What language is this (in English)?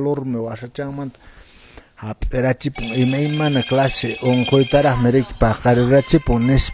Quechua